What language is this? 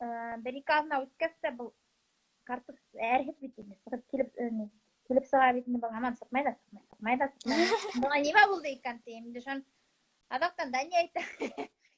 Bashkir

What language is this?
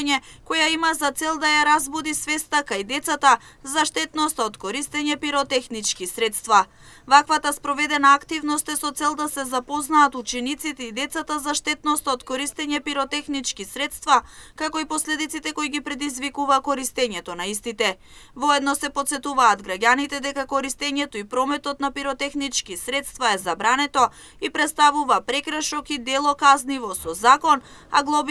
Macedonian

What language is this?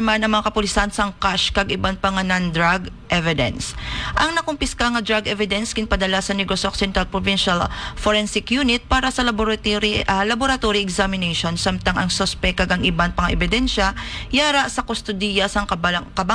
Hiligaynon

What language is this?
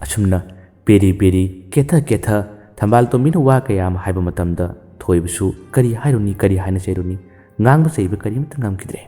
Manipuri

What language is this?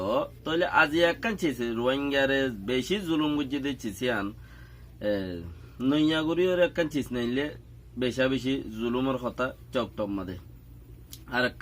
Rohingya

